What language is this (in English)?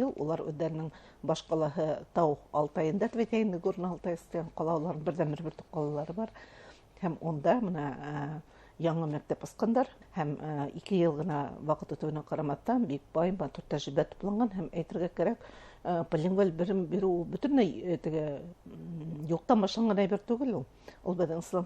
Bashkir